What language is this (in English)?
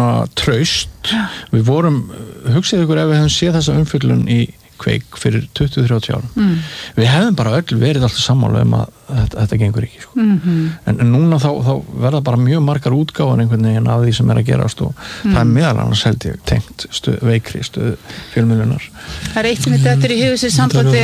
Icelandic